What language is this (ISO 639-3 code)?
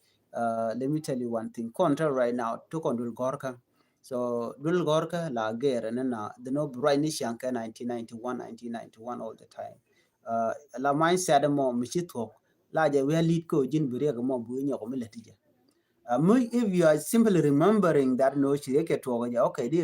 nus